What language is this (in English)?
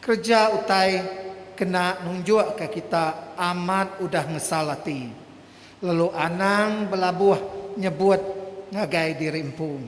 Iban